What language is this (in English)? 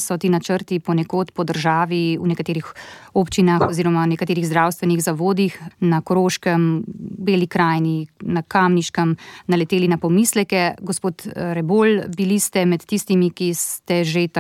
Slovenian